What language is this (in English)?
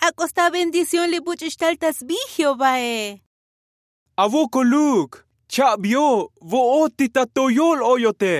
Tzotzil